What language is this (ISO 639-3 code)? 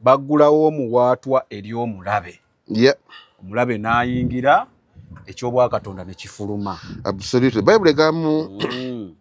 lug